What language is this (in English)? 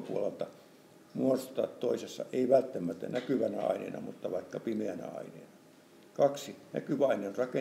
Finnish